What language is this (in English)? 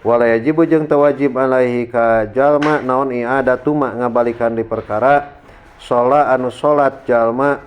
Sundanese